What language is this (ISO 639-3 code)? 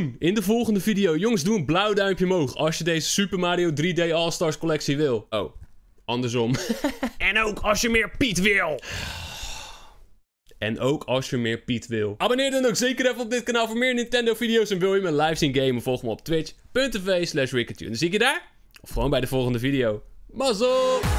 nld